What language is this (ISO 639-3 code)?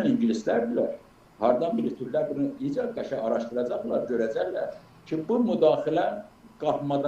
aze